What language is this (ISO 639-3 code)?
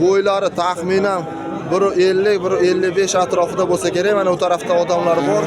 uzb